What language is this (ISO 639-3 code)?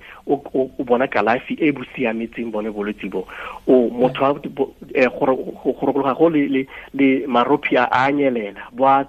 tsn